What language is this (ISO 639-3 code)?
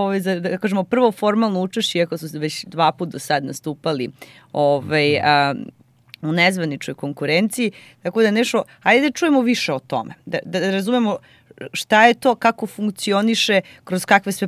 srp